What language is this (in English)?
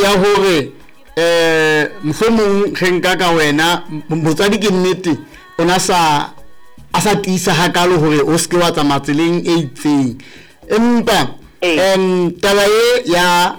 Southern Sotho